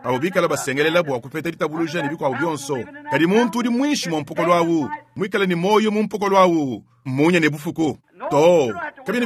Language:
Luba-Lulua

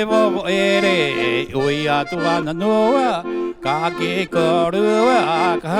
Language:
Rapanui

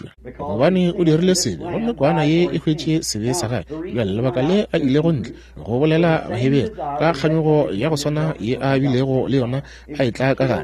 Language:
Northern Sotho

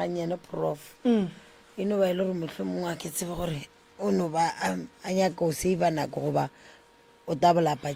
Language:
Northern Sotho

